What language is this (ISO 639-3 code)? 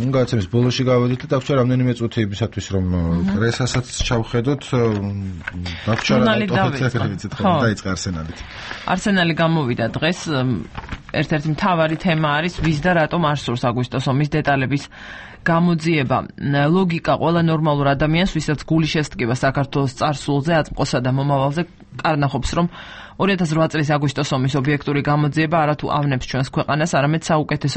kat